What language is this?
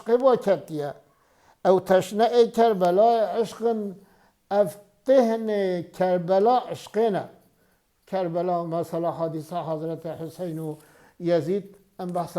Kurdish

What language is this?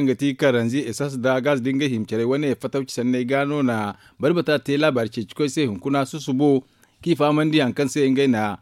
Zarma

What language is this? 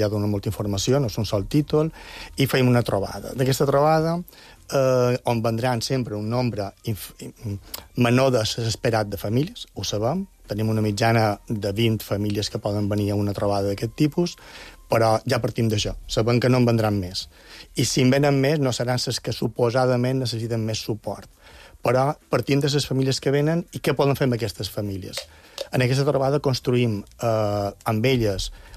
Catalan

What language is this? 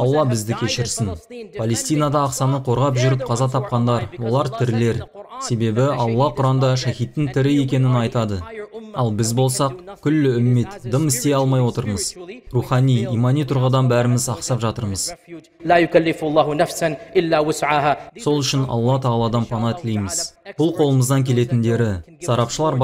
Kazakh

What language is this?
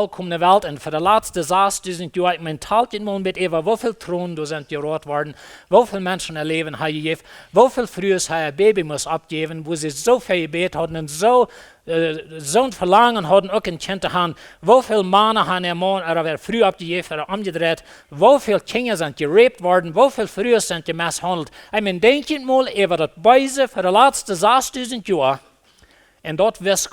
Plautdietsch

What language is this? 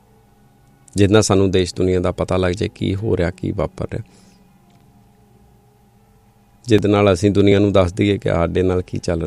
Punjabi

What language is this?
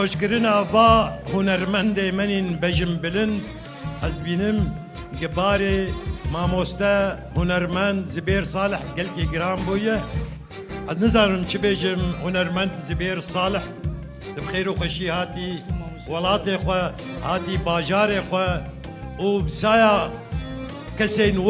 Kurdish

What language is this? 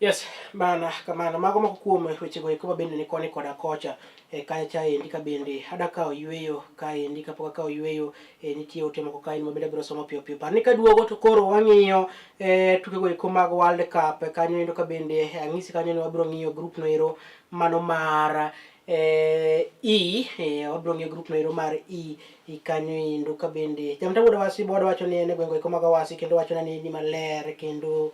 Luo (Kenya and Tanzania)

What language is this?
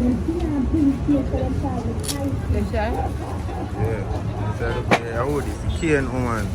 Jamaican Creole English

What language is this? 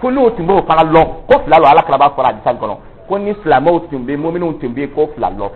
Dyula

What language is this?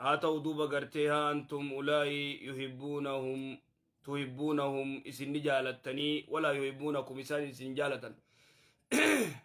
Oromo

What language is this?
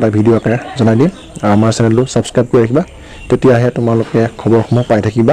Assamese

